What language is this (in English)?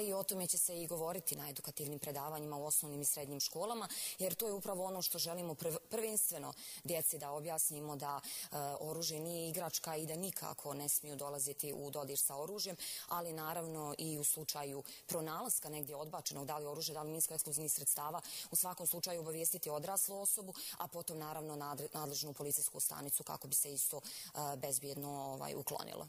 Croatian